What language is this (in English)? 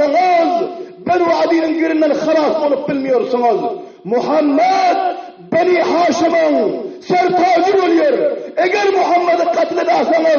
Turkmen